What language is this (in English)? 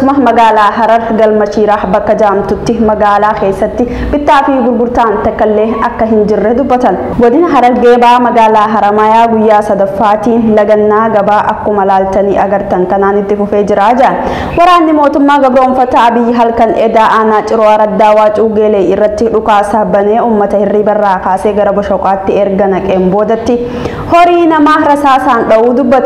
Oromo